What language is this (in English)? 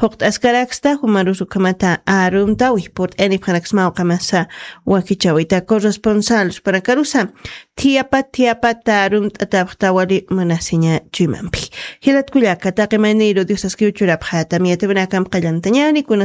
Aymara